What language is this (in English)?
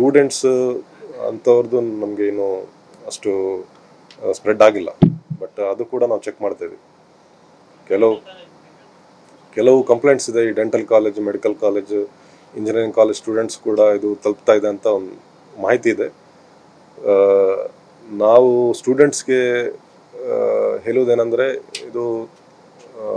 Kannada